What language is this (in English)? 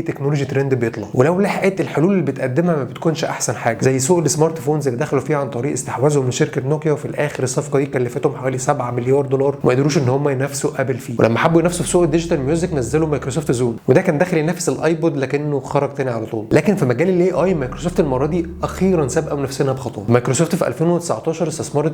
Egyptian Arabic